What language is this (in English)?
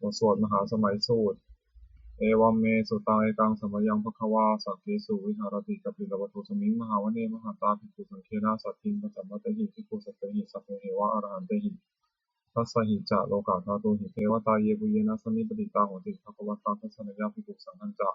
Pali